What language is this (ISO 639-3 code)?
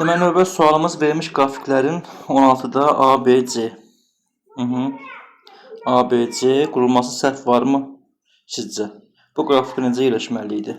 aze